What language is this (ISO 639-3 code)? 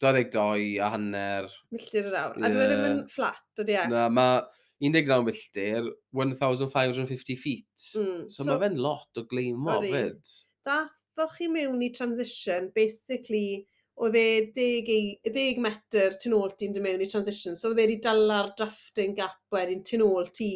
cym